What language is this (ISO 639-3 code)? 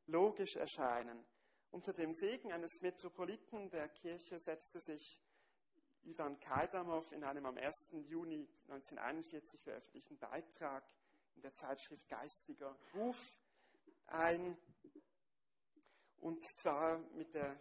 deu